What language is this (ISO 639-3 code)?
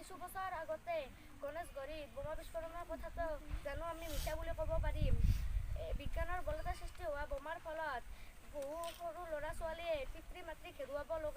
asm